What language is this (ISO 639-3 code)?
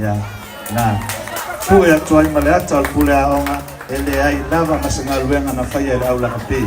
smo